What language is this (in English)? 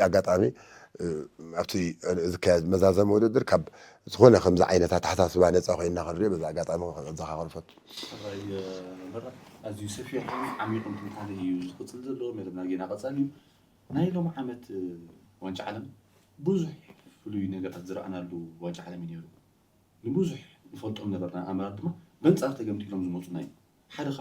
Tigrinya